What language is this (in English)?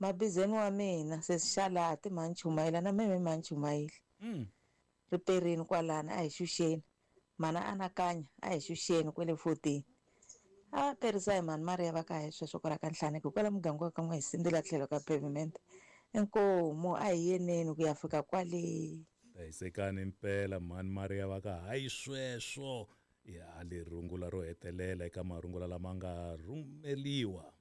Tsonga